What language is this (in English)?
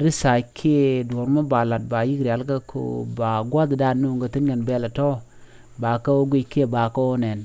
Nuer